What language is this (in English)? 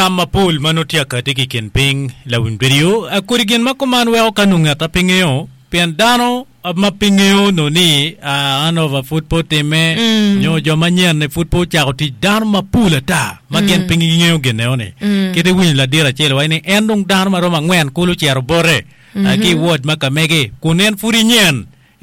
Acoli